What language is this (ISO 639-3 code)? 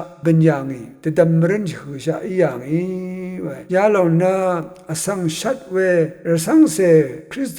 raw